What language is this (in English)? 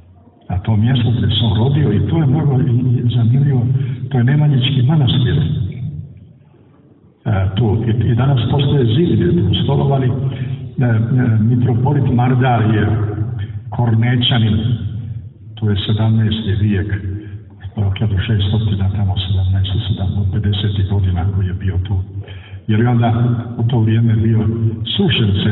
Serbian